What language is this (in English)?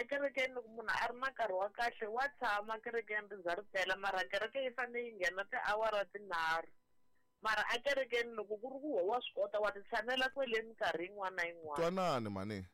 Tsonga